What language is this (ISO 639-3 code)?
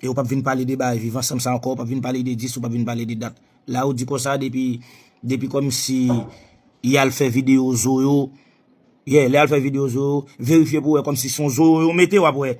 hat